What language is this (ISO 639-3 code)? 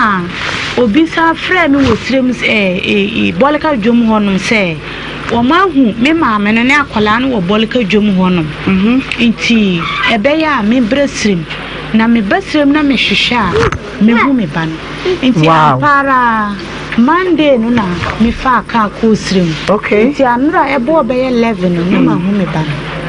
aka